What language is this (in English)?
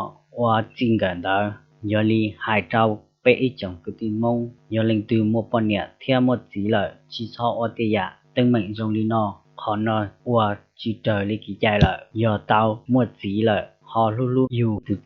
Hmong